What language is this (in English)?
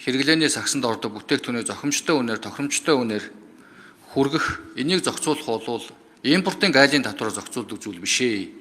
Mongolian